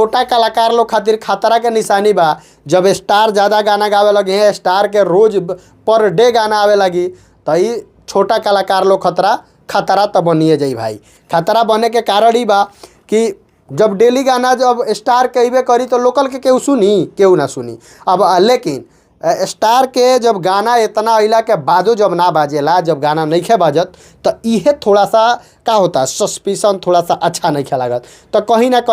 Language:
Bhojpuri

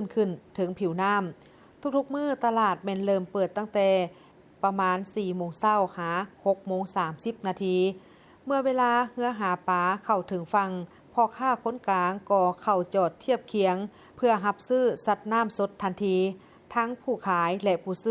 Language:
Lao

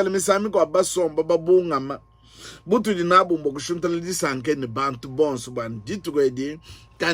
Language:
Luba-Lulua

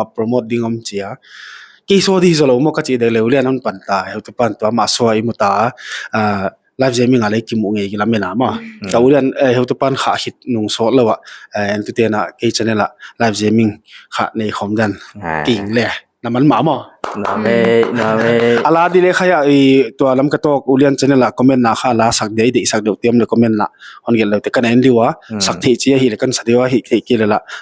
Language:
Paite Chin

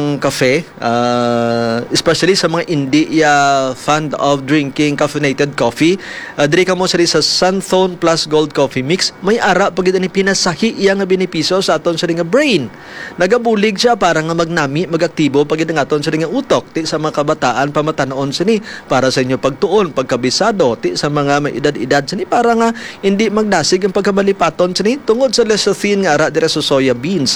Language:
Hiligaynon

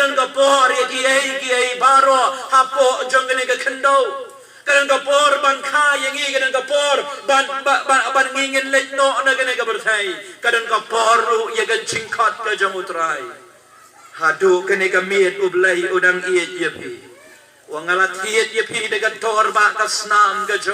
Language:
Khasi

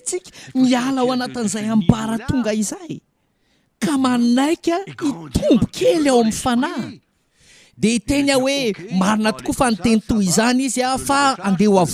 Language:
Malagasy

